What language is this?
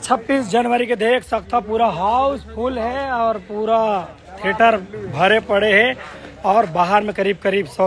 Chhattisgarhi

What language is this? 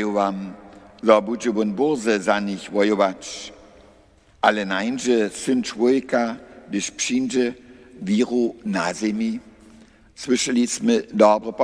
Upper Sorbian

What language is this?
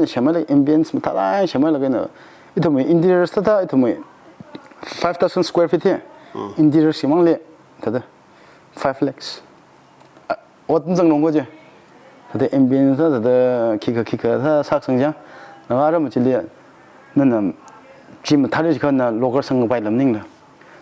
Tangkhul Naga (India)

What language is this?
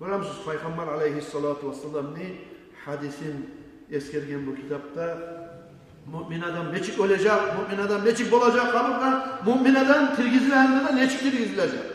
Kumyk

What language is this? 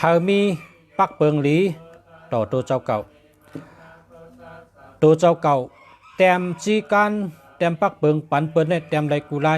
Shan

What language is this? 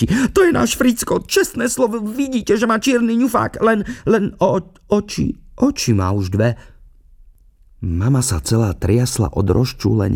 Slovak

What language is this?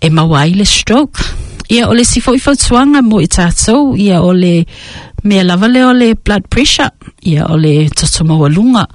Samoan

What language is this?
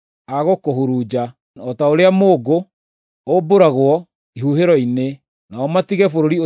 Kikuyu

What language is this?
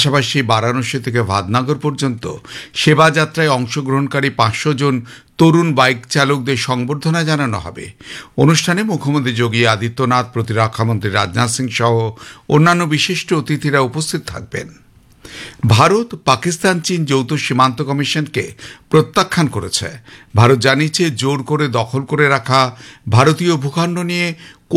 Bangla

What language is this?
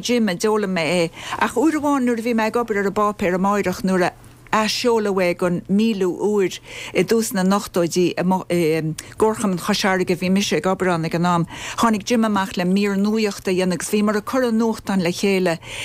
Irish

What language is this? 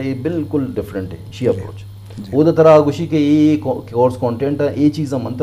Eastern Balochi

